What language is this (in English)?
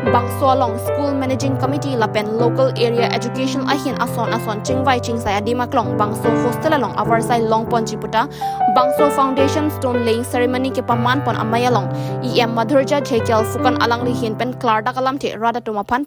Karbi